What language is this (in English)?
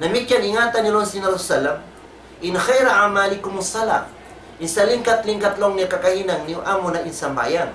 Tausug